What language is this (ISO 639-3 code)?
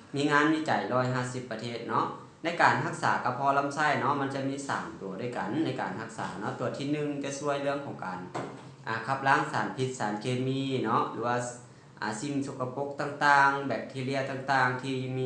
lao